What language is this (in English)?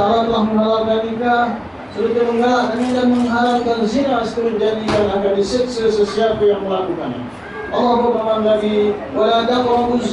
Malay